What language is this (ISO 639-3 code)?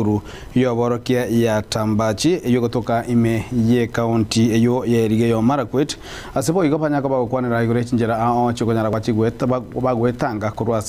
guz